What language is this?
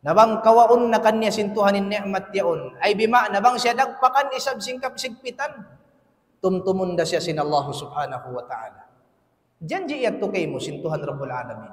Tausug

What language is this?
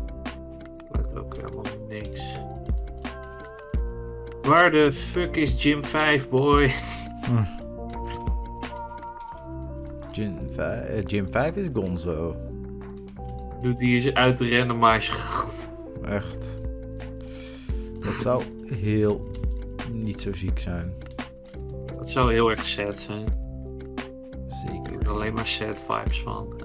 Dutch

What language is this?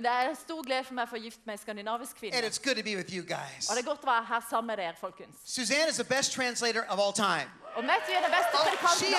Norwegian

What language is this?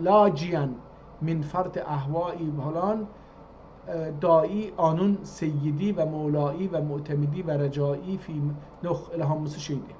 South Azerbaijani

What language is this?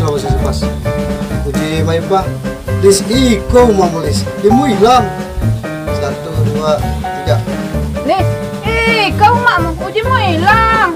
Musi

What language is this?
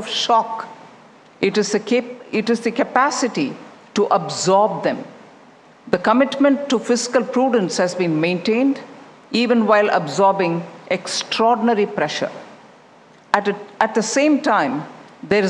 English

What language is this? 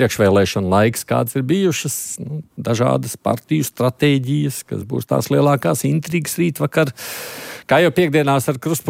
Latvian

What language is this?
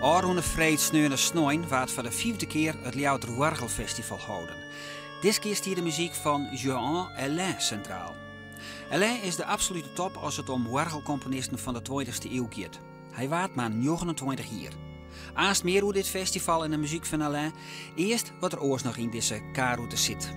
Western Frisian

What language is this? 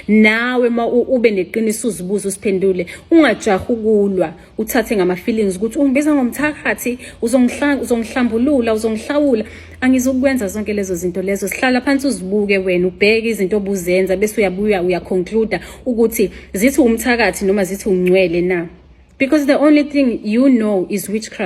Zulu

